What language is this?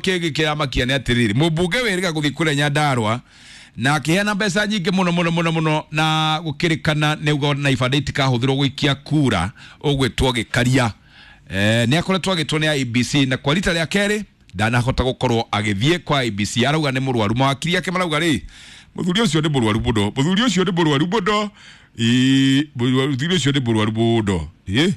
Kikuyu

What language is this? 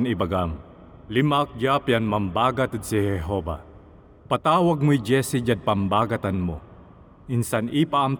Pangasinan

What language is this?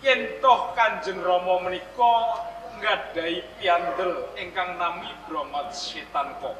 Javanese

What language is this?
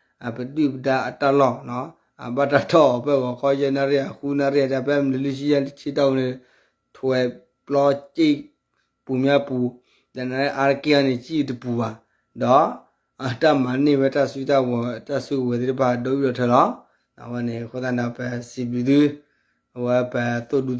S'gaw Karen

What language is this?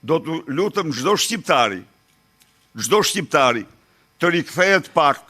Albanian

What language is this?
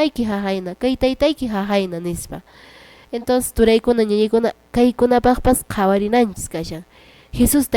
Quechua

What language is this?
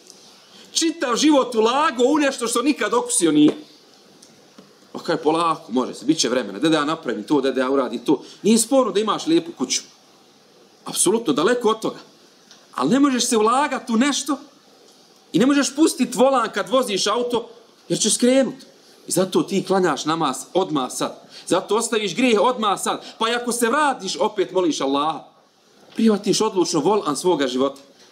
Bosnian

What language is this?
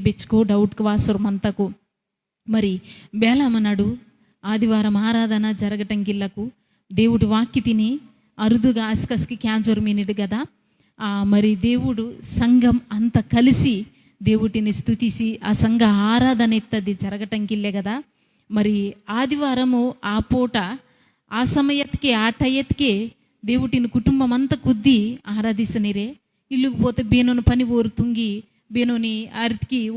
Koya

